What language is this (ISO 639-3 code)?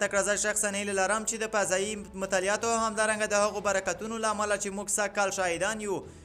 pus